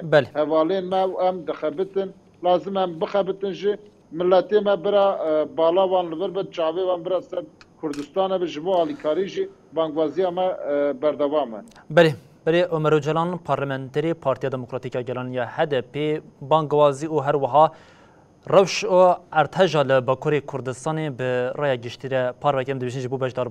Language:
Kurdish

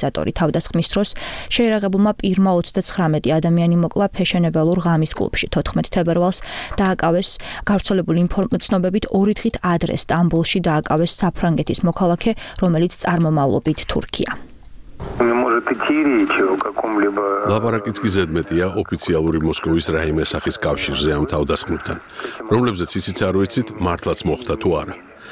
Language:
Georgian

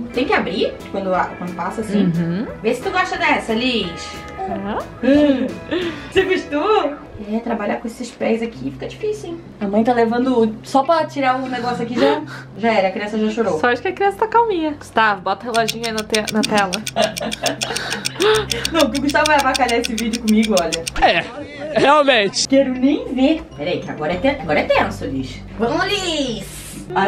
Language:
Portuguese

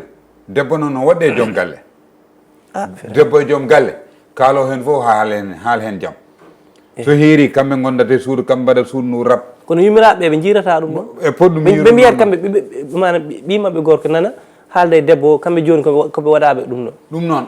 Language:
Fula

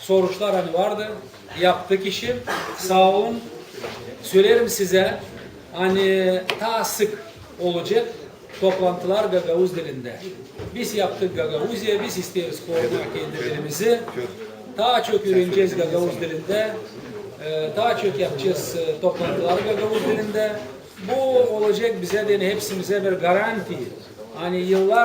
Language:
Gagauz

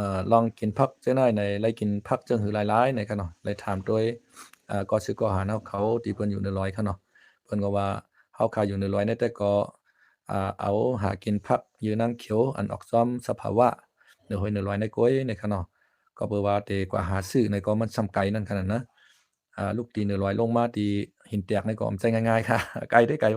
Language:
Shan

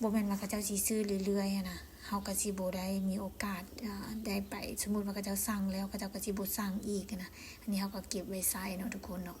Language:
Lao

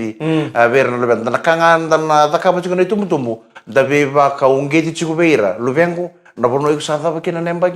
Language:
Fijian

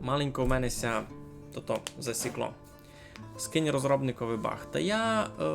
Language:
Rusyn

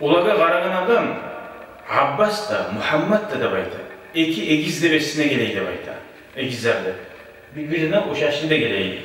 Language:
Kumyk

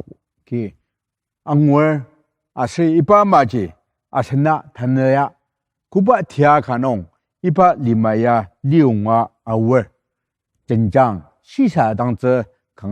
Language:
Ao Naga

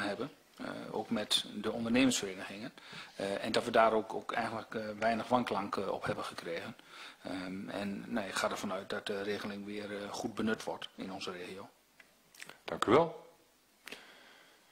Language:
Dutch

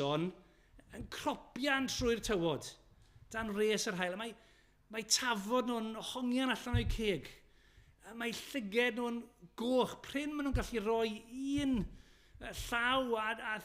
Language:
Welsh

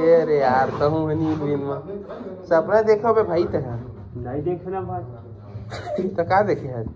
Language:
Chhattisgarhi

